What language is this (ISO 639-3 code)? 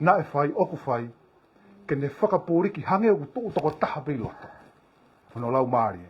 ton